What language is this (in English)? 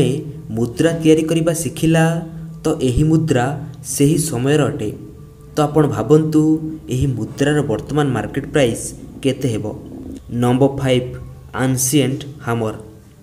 Odia